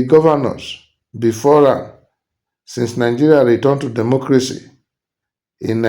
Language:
Nigerian Pidgin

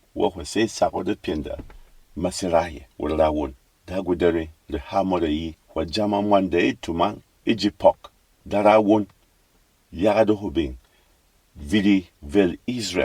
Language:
Berom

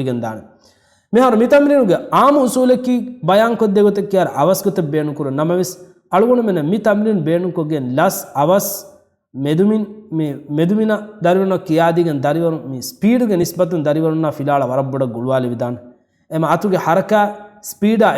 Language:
Divehi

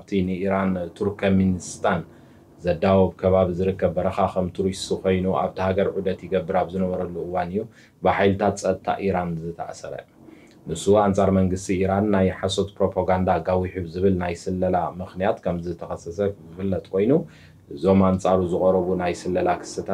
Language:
Tigrinya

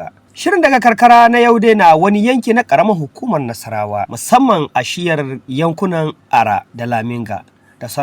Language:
Hausa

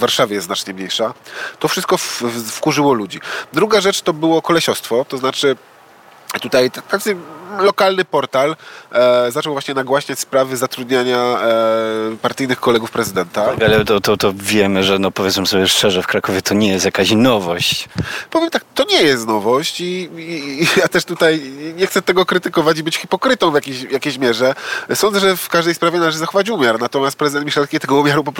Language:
Polish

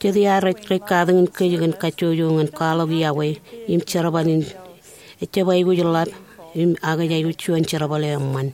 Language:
Marshallese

